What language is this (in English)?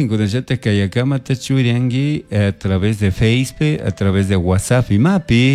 Chimborazo Highland Quichua